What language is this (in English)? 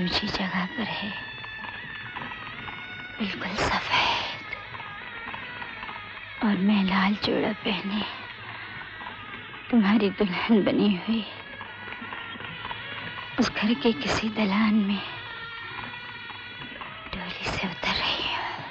Hindi